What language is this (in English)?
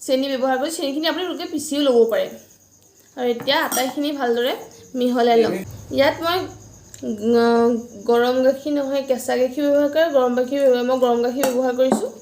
Assamese